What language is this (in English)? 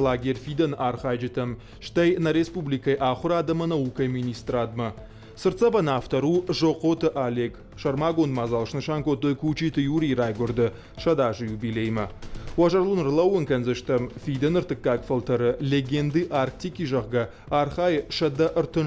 Ossetic